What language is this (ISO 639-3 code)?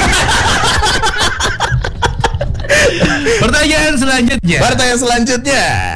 ind